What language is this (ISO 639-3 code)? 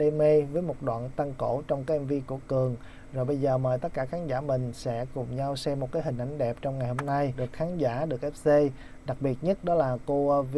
vie